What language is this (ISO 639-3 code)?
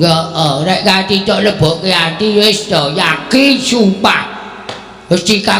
jav